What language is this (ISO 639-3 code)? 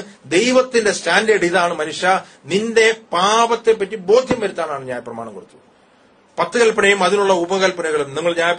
mal